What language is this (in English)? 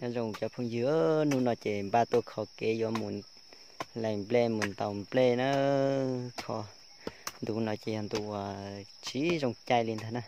Hmong